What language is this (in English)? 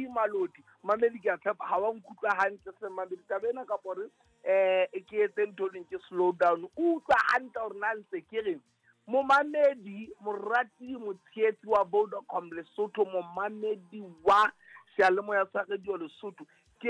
Southern Sotho